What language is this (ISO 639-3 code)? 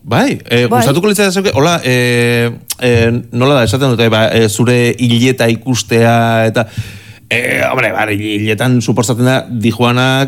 eus